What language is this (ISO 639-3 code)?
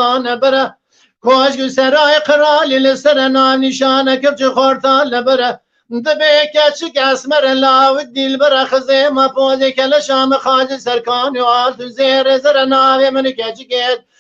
kur